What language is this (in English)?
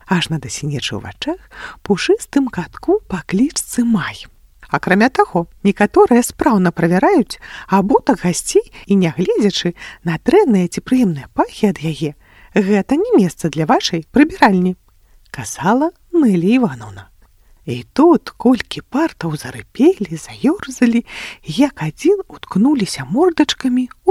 Belarusian